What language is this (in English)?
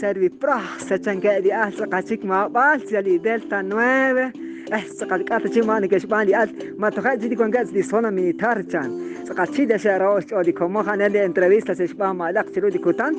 Kekchí